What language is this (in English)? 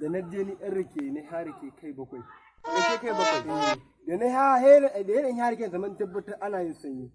Hausa